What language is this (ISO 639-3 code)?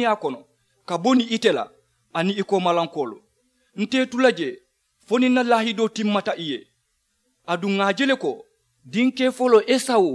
man